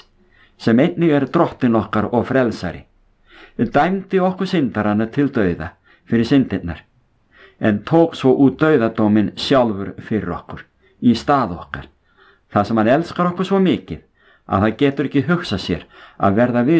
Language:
Icelandic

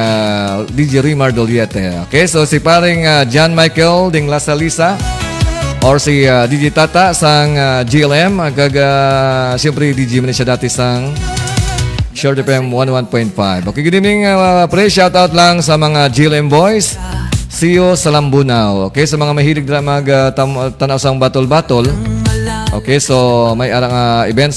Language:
Hiligaynon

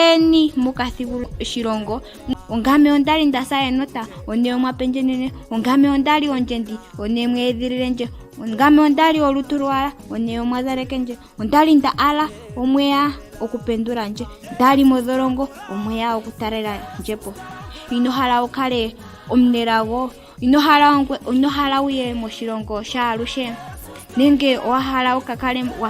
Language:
Ndonga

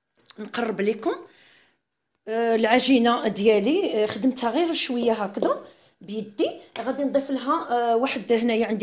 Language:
Moroccan Arabic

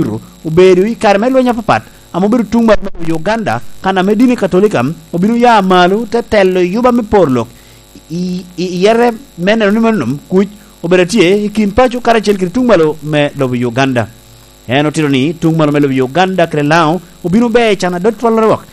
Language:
Lango (Uganda)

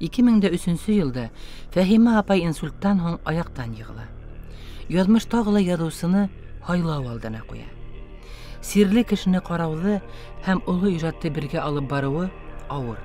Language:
Bashkir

